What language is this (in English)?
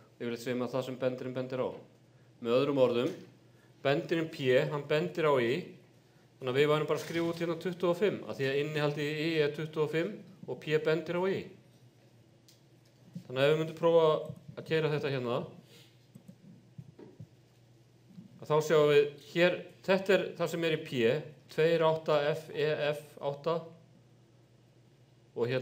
Icelandic